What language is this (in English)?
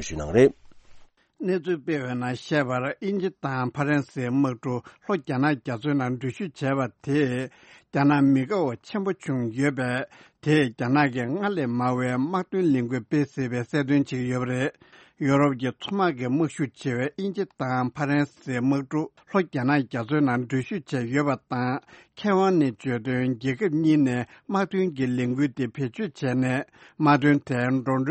Tibetan